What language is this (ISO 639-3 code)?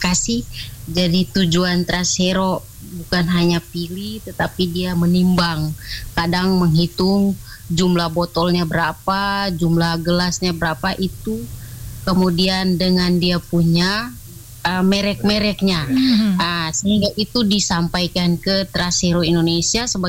ind